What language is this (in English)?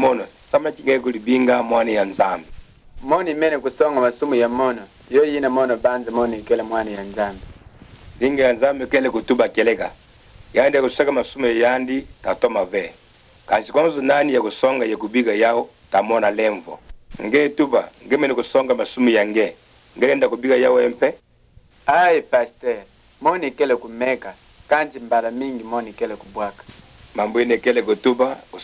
Kituba (Democratic Republic of Congo)